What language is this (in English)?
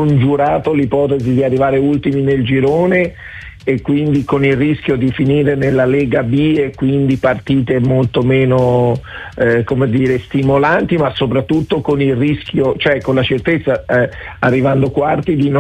Italian